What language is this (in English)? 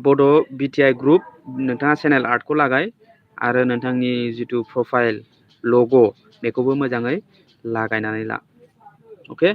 Bodo